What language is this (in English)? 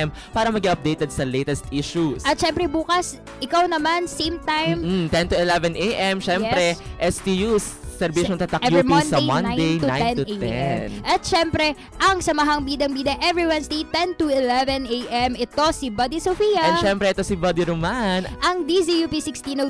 Filipino